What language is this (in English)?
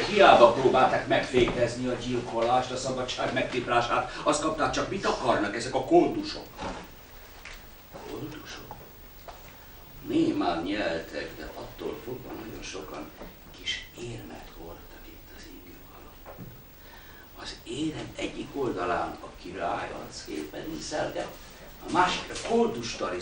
Hungarian